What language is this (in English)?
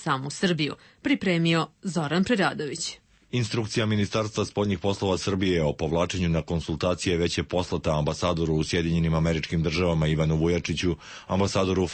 Serbian